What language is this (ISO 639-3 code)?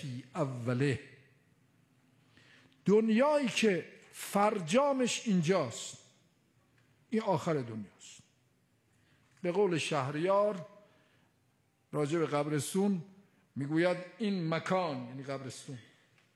fas